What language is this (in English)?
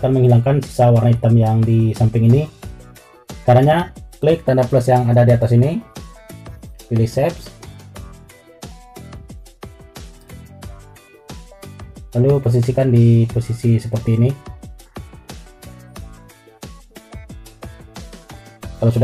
Indonesian